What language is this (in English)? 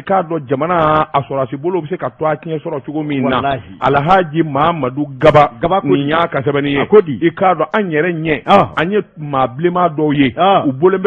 Bambara